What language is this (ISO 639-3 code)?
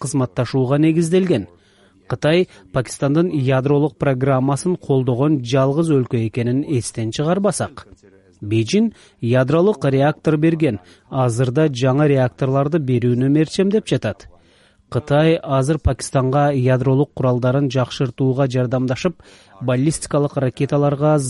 kir